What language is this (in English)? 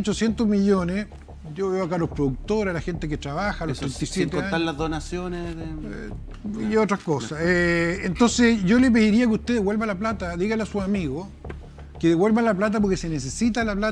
Spanish